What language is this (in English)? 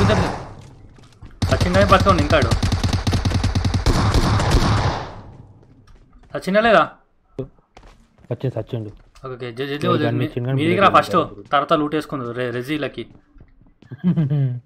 Telugu